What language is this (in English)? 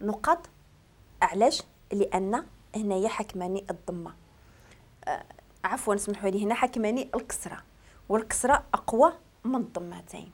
Moroccan Arabic